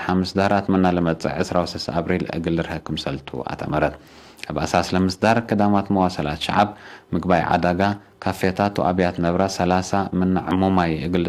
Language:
Tigre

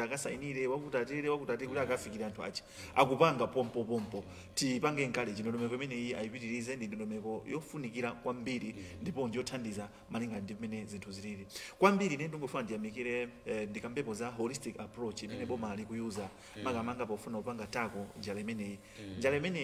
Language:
Nyanja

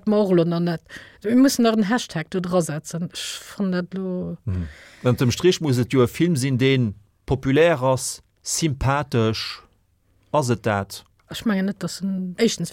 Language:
Luxembourgish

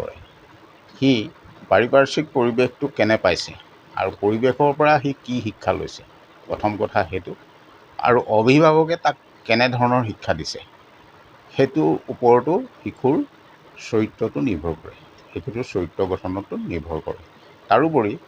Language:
Assamese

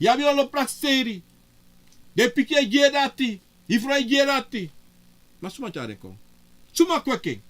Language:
Sranan Tongo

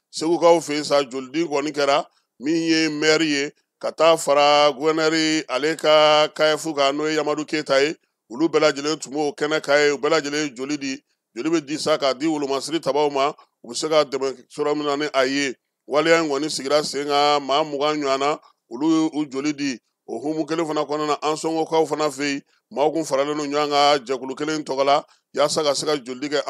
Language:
Bambara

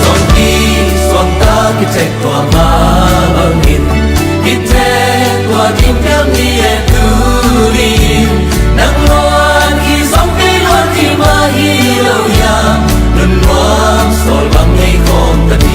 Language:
Tedim Chin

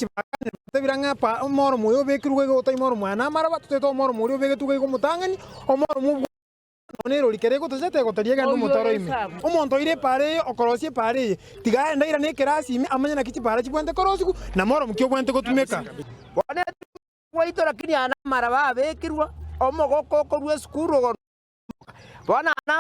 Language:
Gusii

